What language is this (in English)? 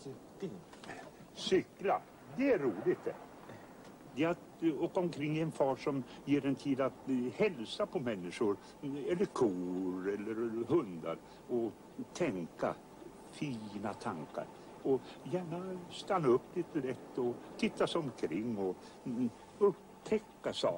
Swedish